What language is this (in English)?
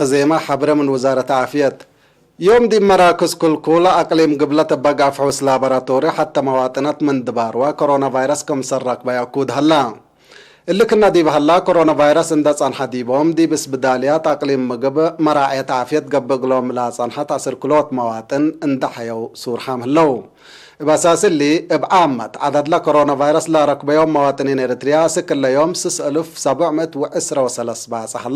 Tigre